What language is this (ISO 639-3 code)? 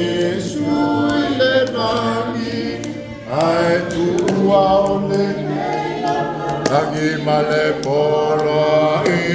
smo